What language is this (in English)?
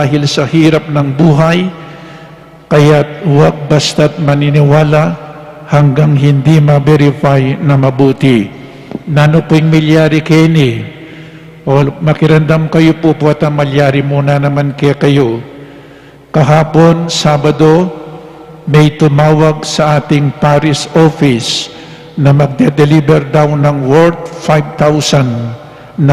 Pampanga